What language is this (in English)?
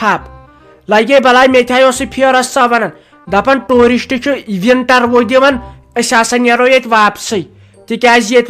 Kashmiri